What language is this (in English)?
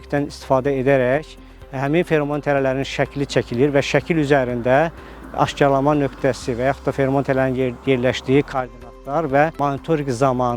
Azerbaijani